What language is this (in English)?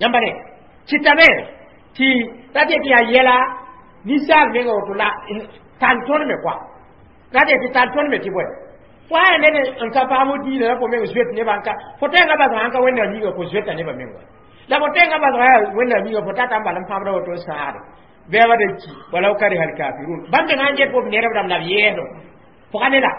Mossi